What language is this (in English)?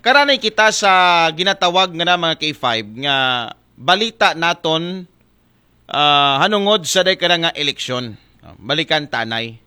Aklanon